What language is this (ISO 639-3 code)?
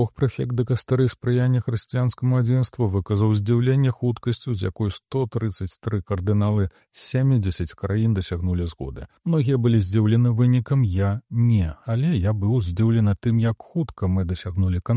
bel